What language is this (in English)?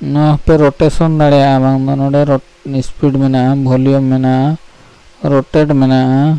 Santali